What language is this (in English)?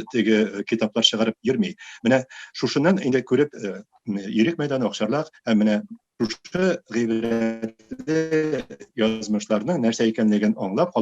Tatar